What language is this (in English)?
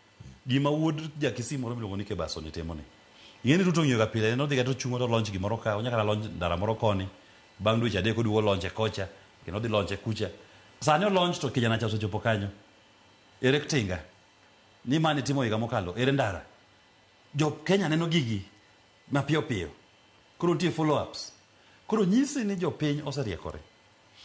Luo (Kenya and Tanzania)